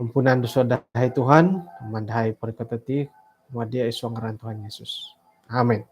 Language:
Central Dusun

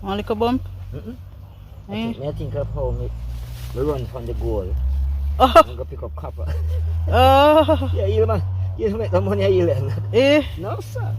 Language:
Jamaican Creole English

